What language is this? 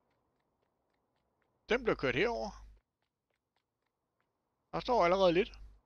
Danish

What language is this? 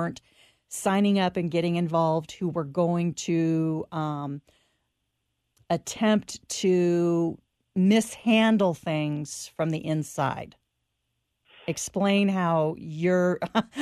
English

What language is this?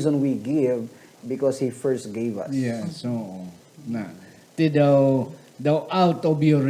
Hiligaynon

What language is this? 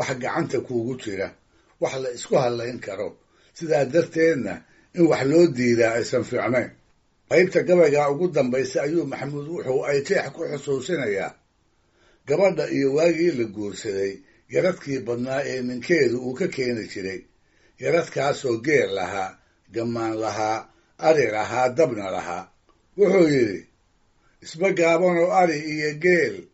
Somali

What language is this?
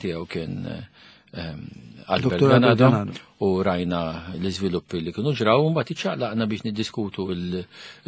Maltese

